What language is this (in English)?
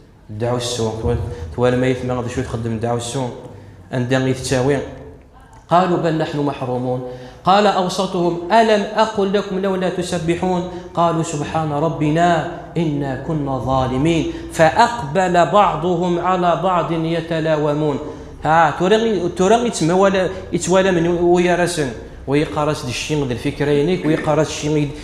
Kabyle